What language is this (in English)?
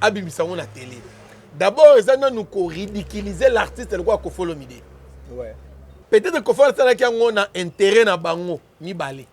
Lingala